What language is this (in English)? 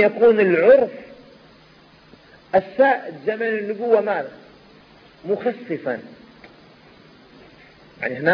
Arabic